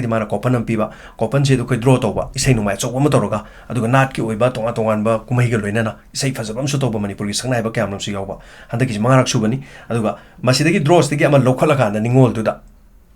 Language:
Manipuri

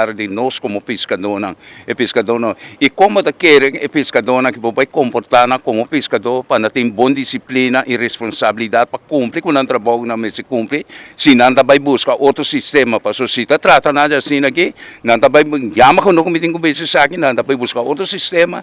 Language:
Papiamento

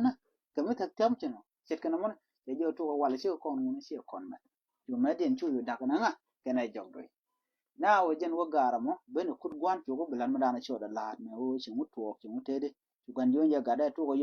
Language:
Nuer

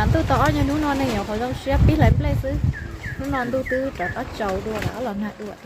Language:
Hmong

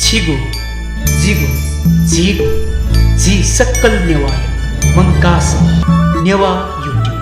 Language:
Newari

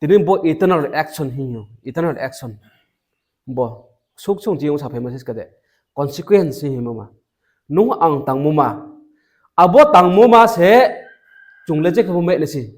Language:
Riang (India)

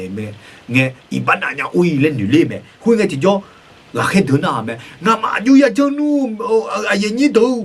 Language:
Akha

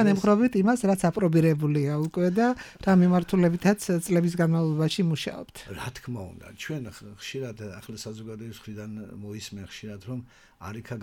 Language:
Georgian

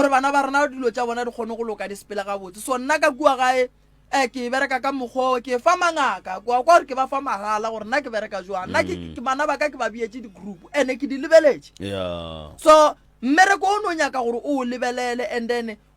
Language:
Northern Sotho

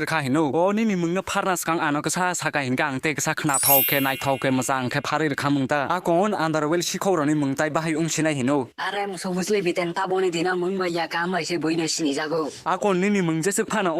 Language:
Kok Borok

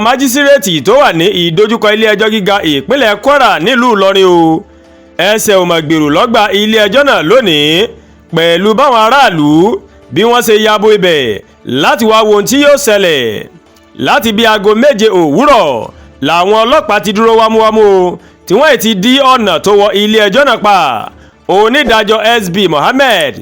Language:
Yoruba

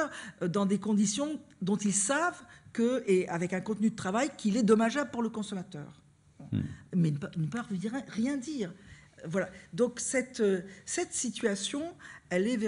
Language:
French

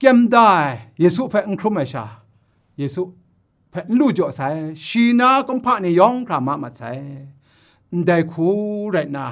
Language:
Kachin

